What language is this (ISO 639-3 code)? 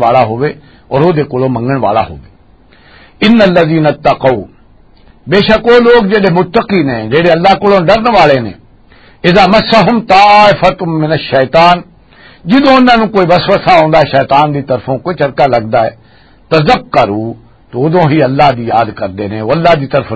lah